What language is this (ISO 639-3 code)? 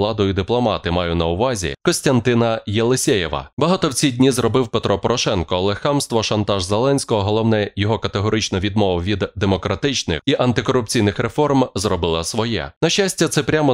ukr